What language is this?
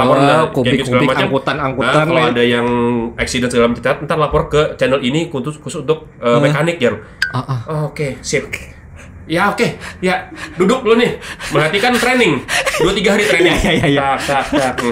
Banjar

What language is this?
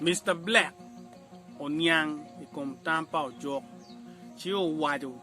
Acoli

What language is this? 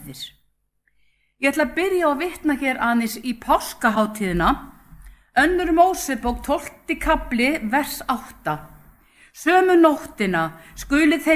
Icelandic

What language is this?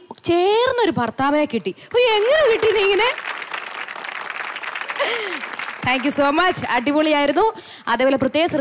Malayalam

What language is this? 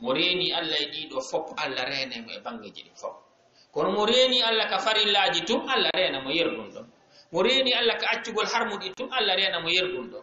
Fula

